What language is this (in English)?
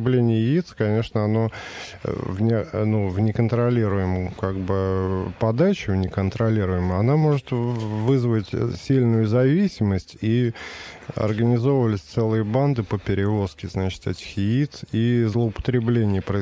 Russian